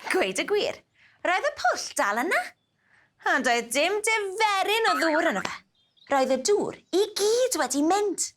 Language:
Welsh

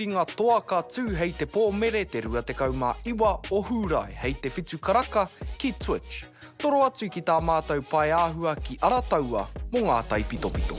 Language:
Māori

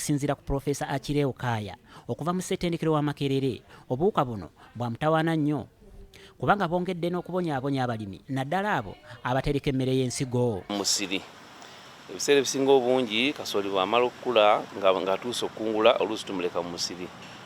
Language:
Ganda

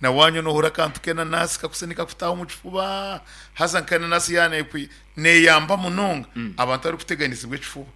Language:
Nyankole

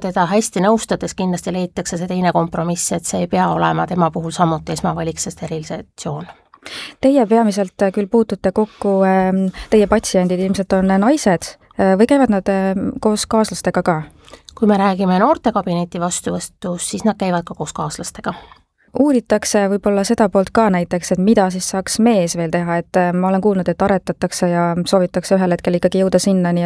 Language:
Estonian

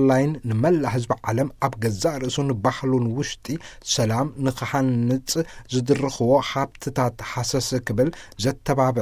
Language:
Tigrinya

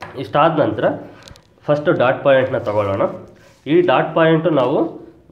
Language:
Kannada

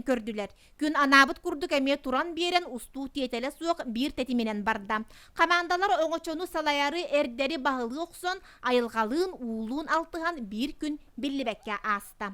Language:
Yakut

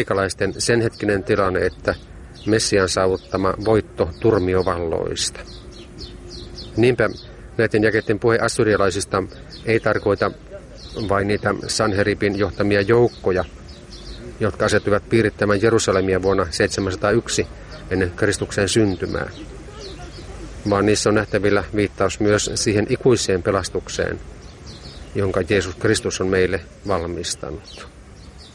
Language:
Finnish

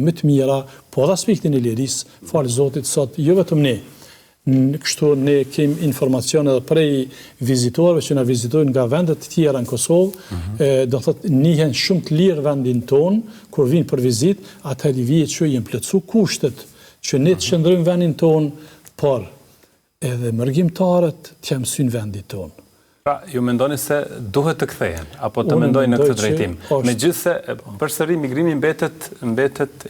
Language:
Albanian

